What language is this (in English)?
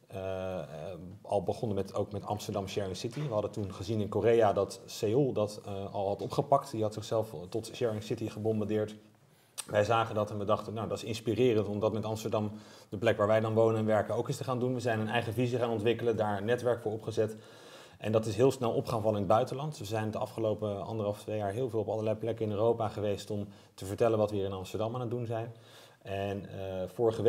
Dutch